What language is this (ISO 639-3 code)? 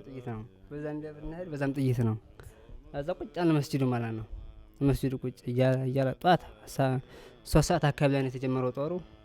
amh